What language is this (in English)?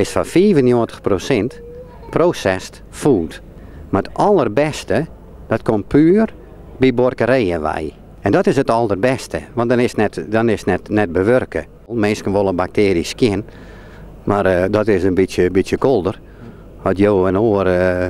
Western Frisian